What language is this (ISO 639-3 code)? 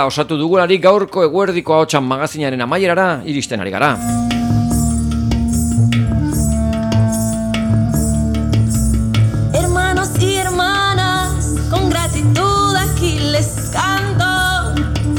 eus